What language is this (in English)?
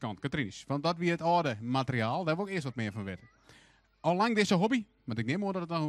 Western Frisian